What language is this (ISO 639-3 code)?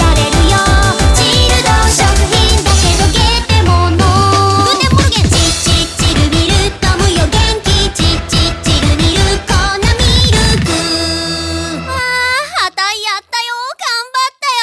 jpn